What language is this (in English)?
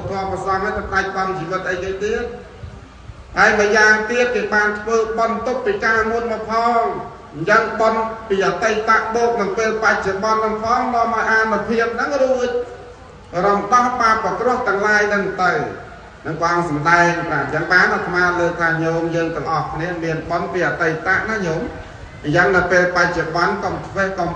Khmer